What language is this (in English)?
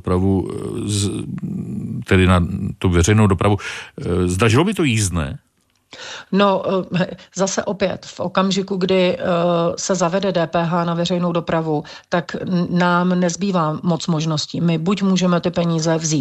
Czech